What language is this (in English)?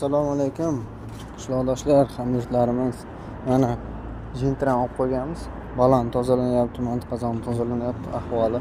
Uzbek